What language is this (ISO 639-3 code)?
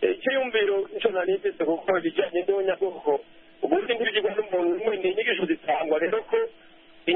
kin